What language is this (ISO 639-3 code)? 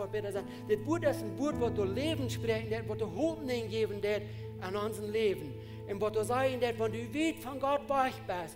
pdt